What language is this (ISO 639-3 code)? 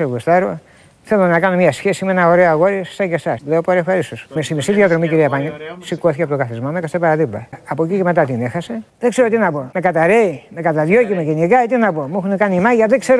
ell